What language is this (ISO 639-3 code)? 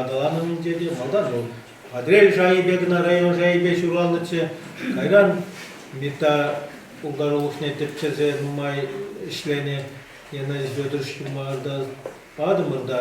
chv